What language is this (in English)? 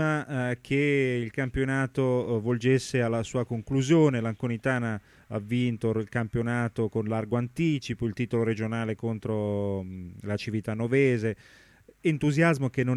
Italian